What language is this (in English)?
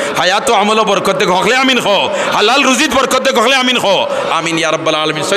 Sylheti